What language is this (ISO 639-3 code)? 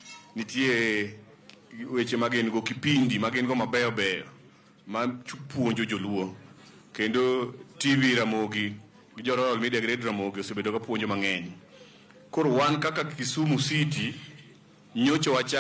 luo